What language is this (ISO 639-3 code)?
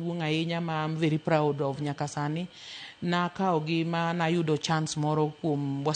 luo